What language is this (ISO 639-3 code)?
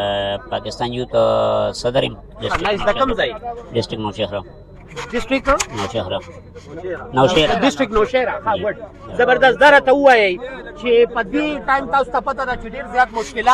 pus